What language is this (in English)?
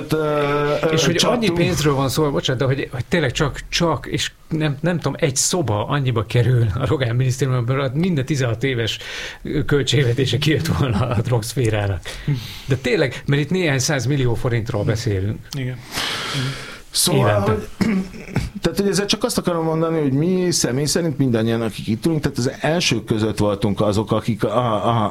Hungarian